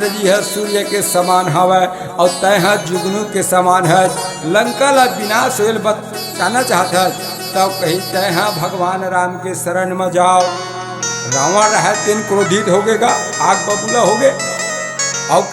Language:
Chhattisgarhi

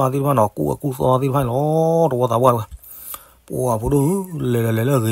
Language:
S'gaw Karen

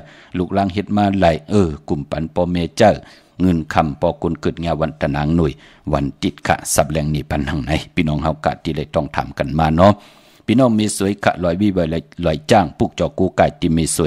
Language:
Shan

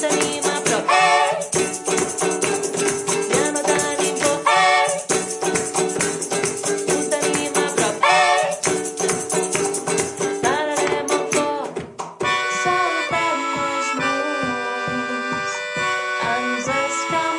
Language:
Catalan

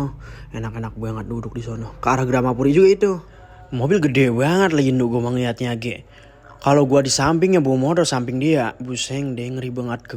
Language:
Betawi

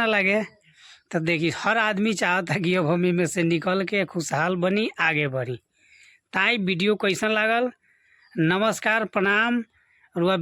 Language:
Bhojpuri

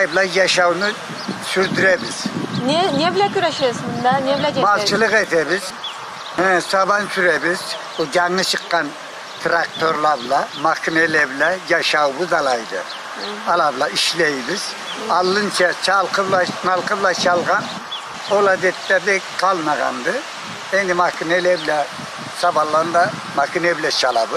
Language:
Karachay-Balkar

